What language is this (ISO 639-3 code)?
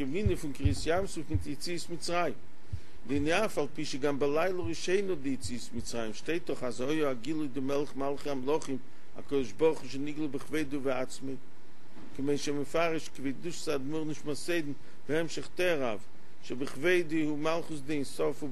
yid